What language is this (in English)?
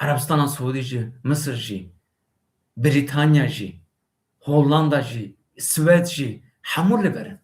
Kurdish